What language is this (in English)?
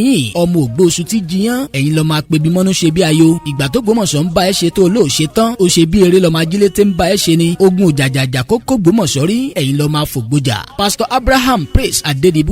Yoruba